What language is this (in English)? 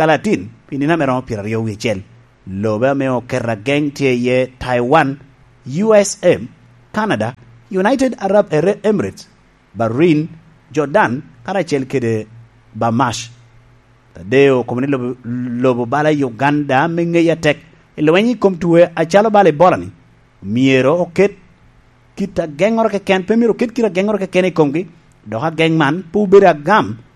Lango (Uganda)